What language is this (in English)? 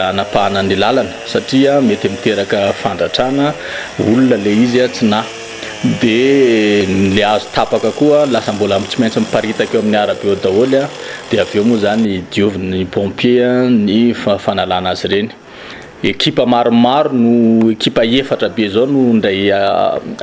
Malagasy